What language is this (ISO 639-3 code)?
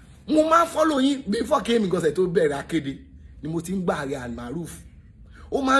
yor